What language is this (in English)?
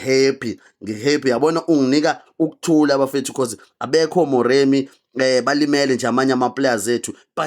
Zulu